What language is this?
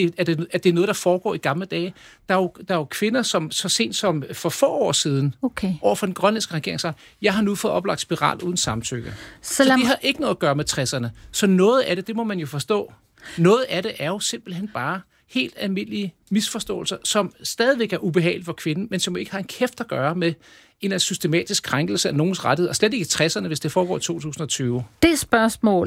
Danish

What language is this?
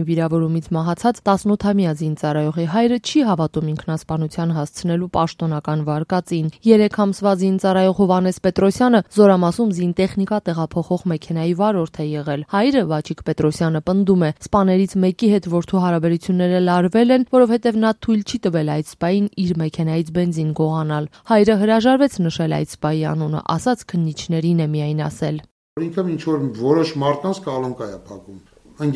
Armenian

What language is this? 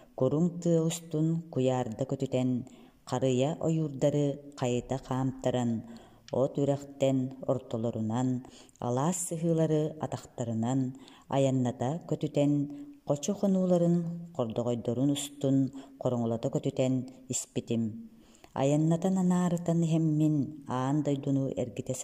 Yakut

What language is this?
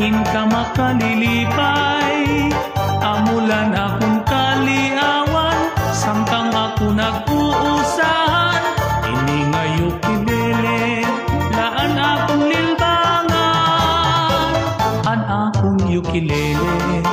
Waray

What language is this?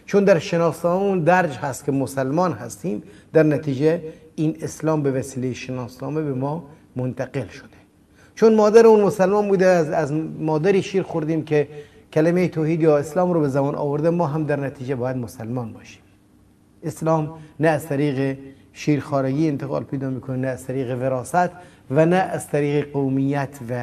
Persian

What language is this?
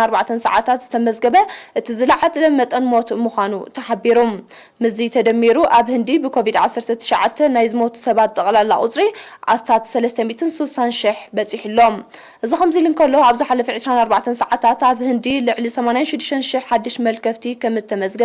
Tigrinya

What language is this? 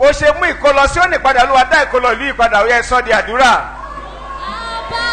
Yoruba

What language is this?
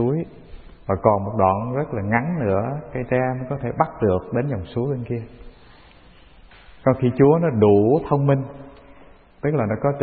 Vietnamese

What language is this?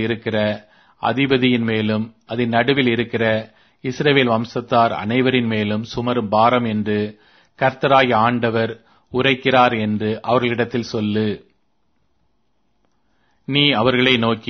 Tamil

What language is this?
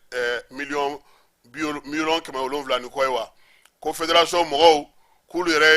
Bambara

